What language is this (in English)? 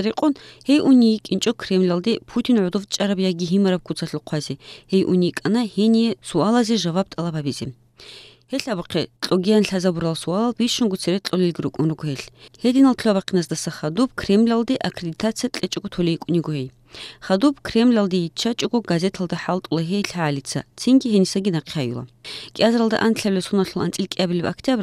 Avaric